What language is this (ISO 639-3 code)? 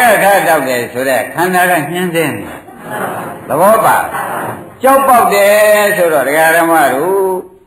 mya